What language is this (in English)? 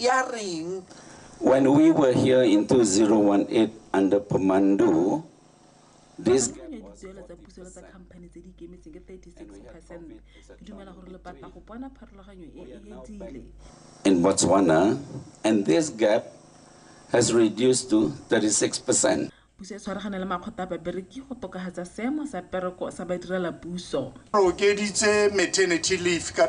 Tswana